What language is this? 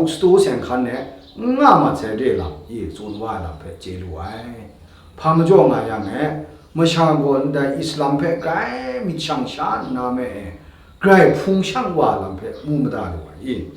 Kachin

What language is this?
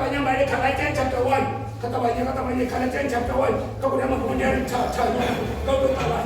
Venda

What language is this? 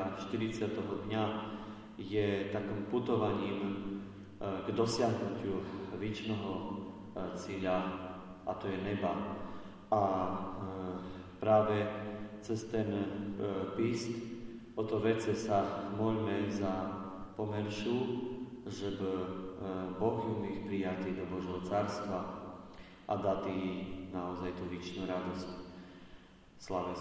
Slovak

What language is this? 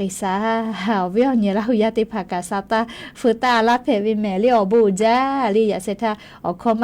Lahu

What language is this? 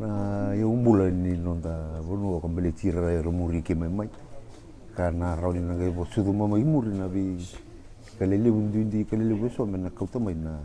Fijian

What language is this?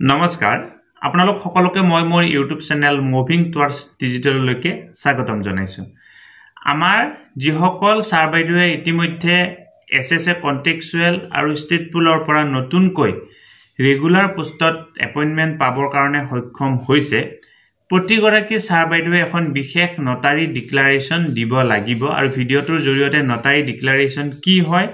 Assamese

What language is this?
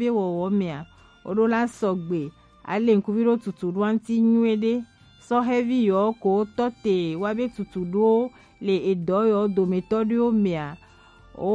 Gen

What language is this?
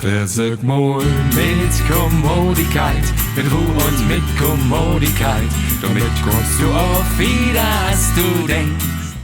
Low German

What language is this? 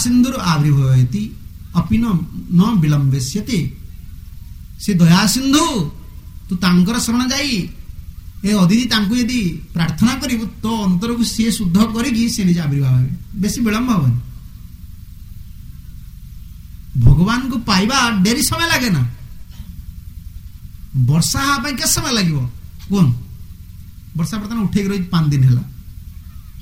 Odia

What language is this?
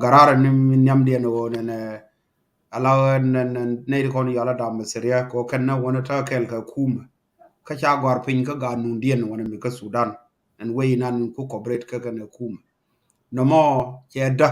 Nuer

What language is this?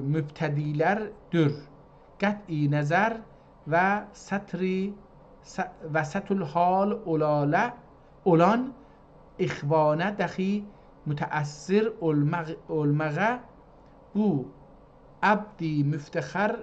South Azerbaijani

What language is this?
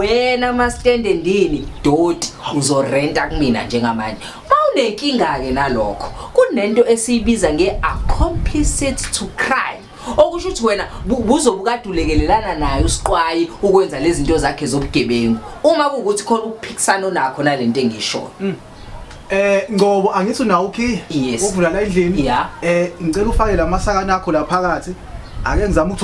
Zulu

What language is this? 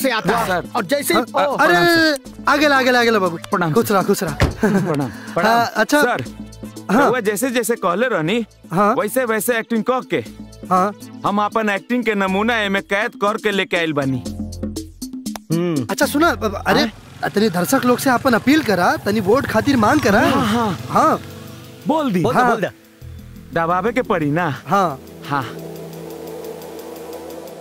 Bhojpuri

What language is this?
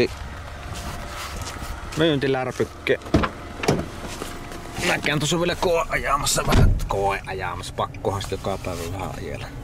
Finnish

